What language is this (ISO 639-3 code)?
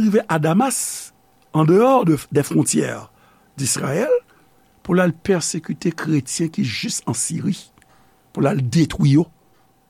hat